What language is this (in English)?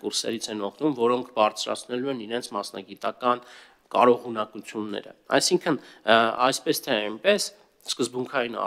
Armenian